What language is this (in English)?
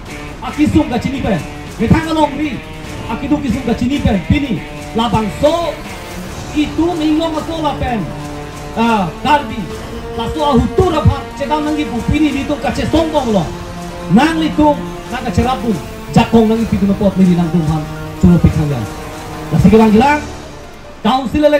Karbi